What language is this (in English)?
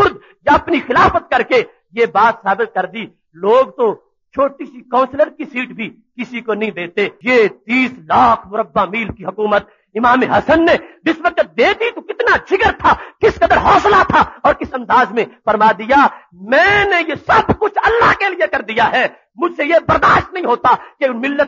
Urdu